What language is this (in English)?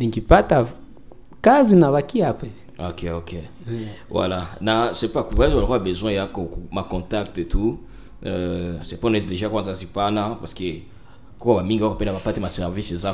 Swahili